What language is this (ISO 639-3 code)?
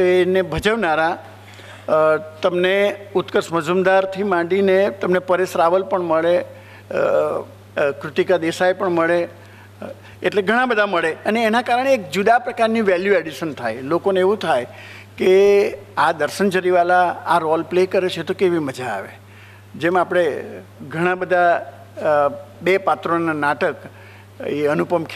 guj